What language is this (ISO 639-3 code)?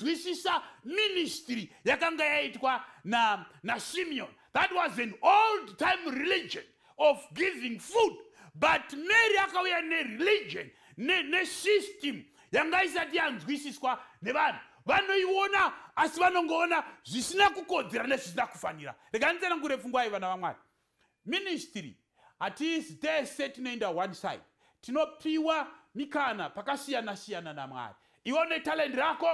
sna